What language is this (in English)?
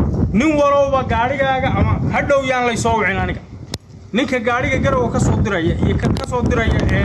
Somali